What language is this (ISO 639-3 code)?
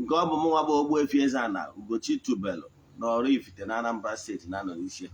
ibo